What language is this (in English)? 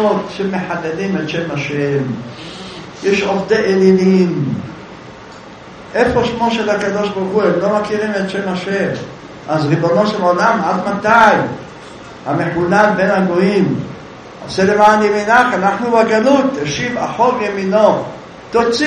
Hebrew